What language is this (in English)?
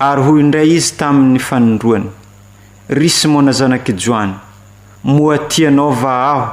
Malagasy